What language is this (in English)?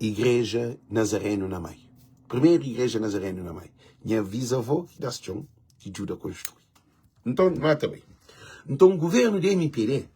Kabuverdianu